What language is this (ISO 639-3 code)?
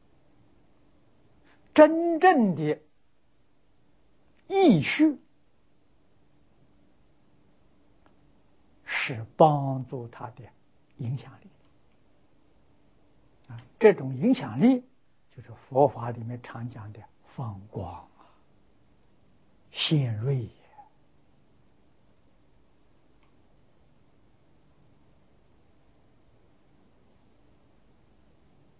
zho